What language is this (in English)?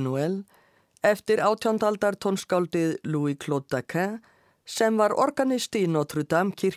Icelandic